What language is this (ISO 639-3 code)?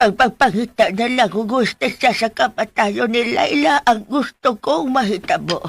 ceb